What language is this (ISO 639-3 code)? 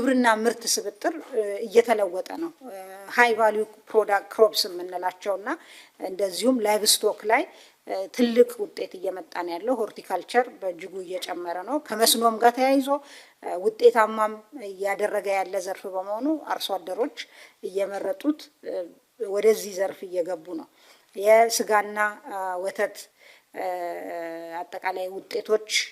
amh